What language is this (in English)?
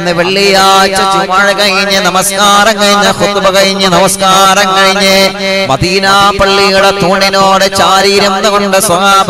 Malayalam